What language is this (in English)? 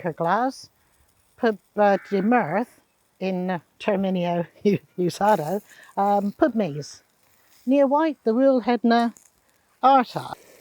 Cornish